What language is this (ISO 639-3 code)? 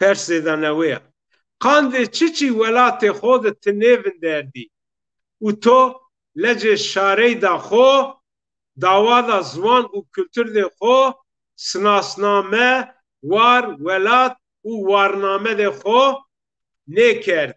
zza